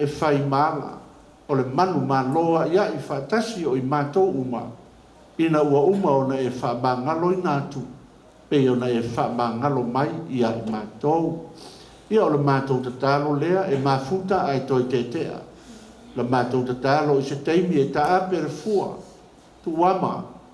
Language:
Samoan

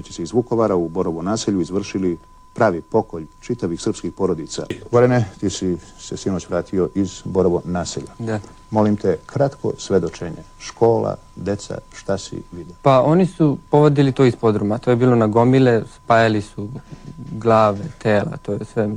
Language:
Serbian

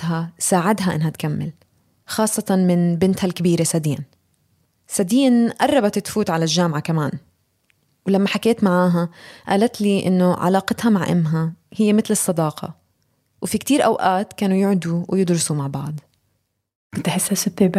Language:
North Levantine Arabic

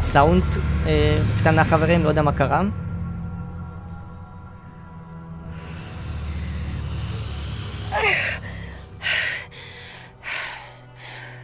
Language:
Hebrew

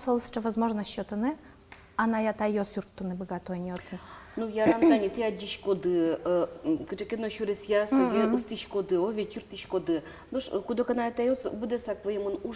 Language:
Udmurt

